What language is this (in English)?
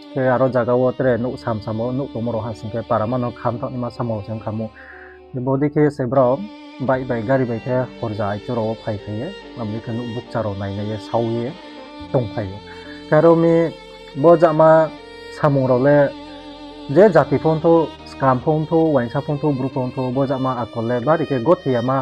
Riang (India)